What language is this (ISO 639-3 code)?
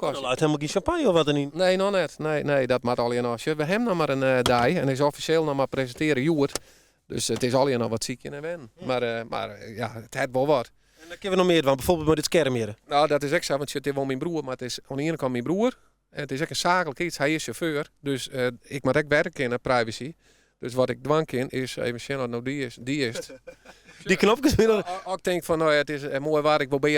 fry